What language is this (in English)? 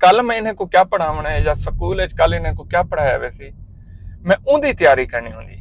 Saraiki